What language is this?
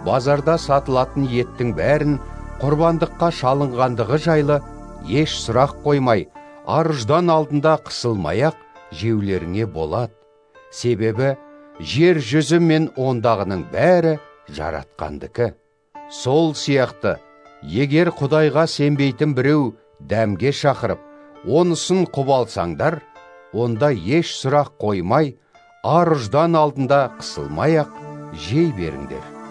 Kazakh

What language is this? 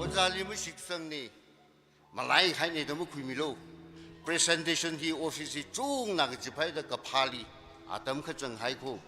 Tangkhul Naga (India)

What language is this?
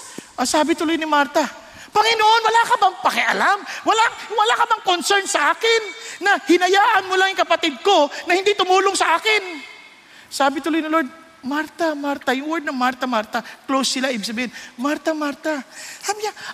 Filipino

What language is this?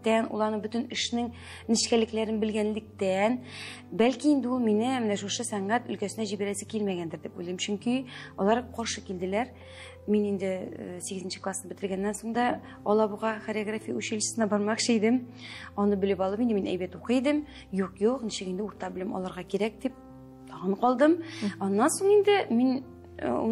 Tatar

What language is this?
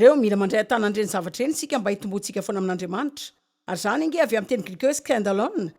Malagasy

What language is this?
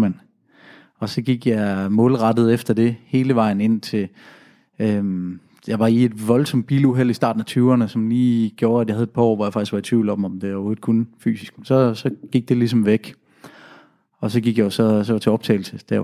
Danish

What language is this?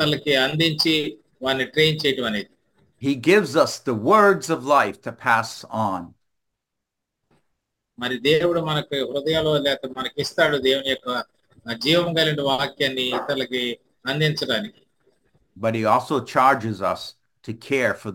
Telugu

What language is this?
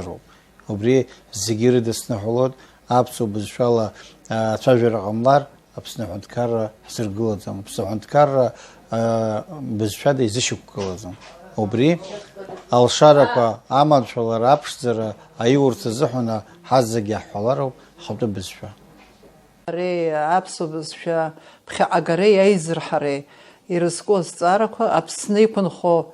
Abkhazian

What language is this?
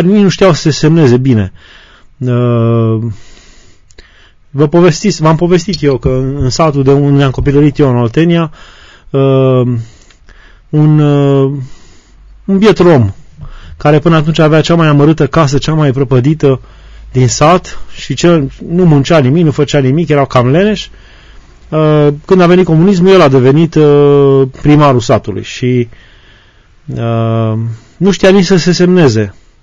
Romanian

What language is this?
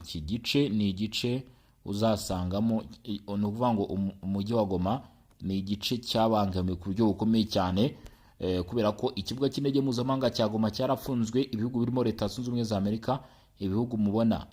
Kinyarwanda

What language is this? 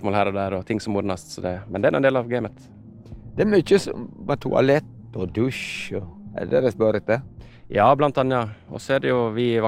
Norwegian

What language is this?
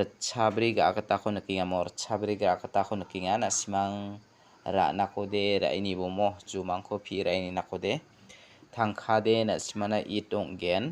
Garo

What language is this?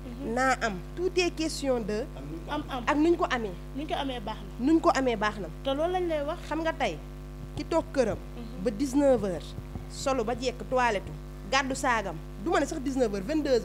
Wolof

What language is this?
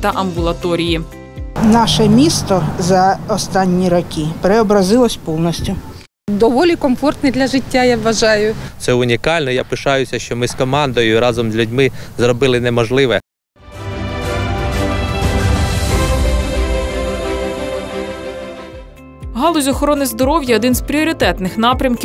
Ukrainian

